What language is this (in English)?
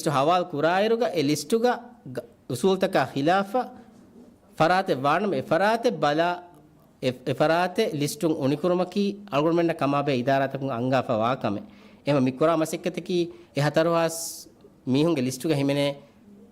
Divehi